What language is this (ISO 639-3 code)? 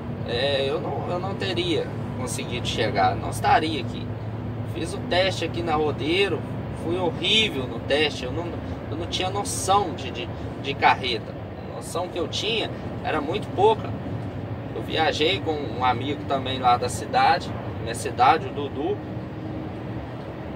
por